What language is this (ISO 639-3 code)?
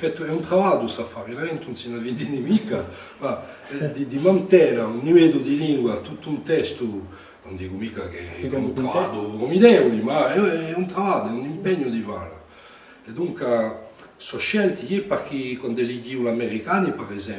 cos